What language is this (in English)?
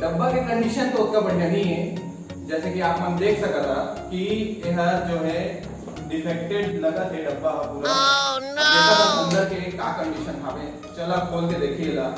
Chhattisgarhi